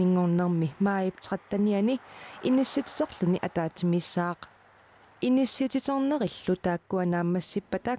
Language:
Kalaallisut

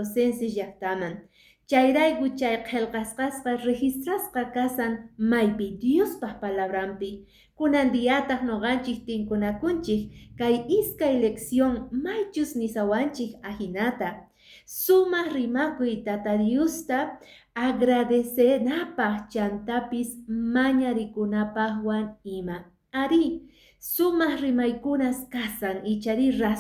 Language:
Quechua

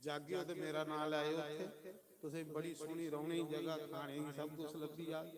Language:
Dogri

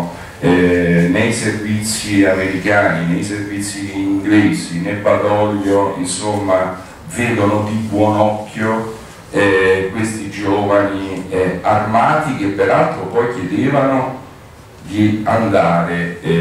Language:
Italian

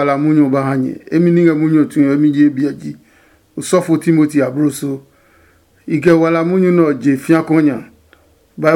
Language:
Adangme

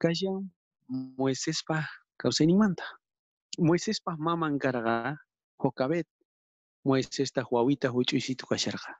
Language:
South Bolivian Quechua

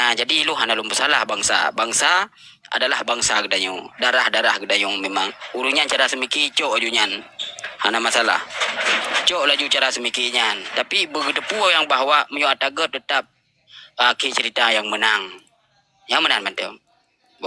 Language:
Achinese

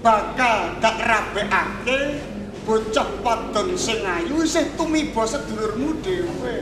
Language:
Javanese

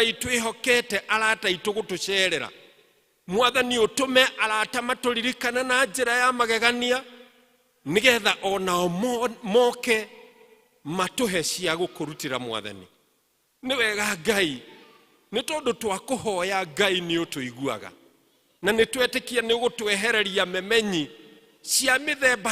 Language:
Kikuyu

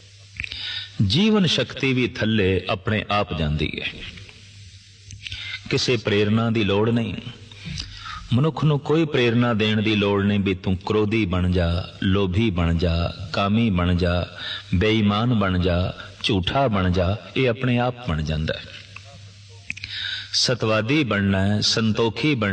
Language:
Punjabi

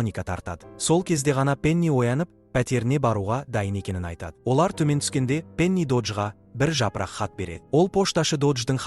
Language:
Kazakh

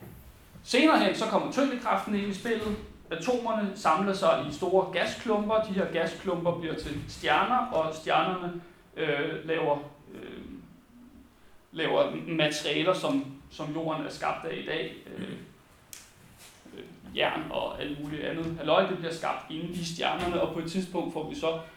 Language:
Danish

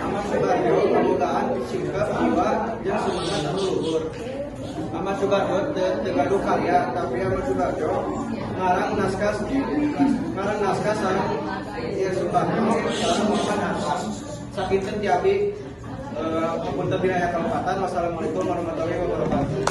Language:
Sundanese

